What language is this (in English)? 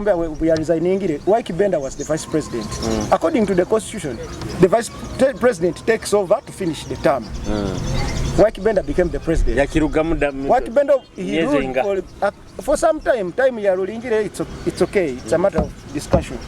Nyoro